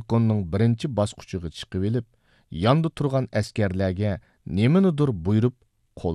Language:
Uyghur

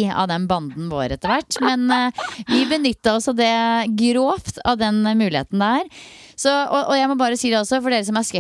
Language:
Norwegian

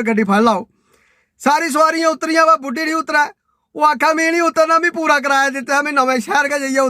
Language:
Dogri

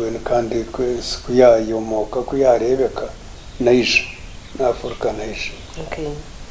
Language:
Nyankole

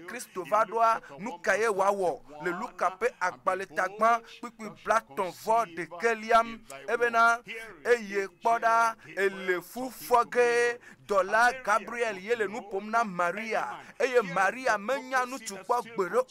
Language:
Ewe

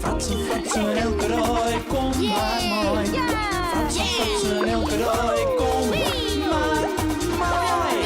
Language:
Western Frisian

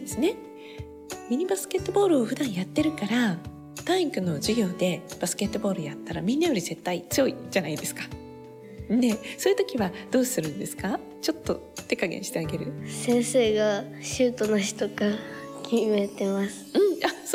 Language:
Japanese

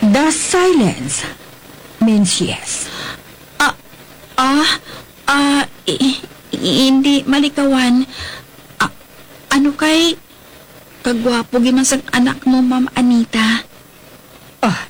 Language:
Hiligaynon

